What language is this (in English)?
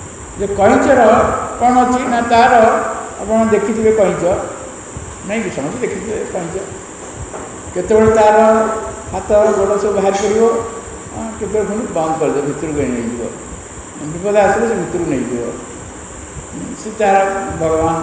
Odia